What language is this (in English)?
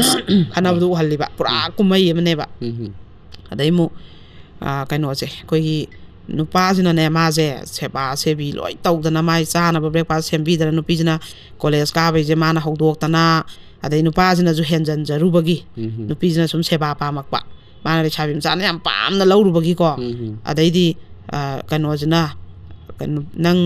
Manipuri